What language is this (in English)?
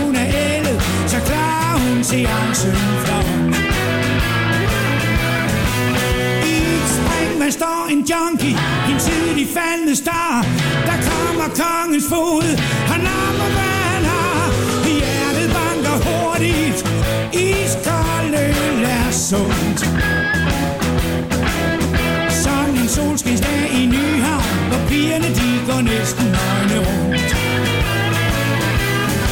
Danish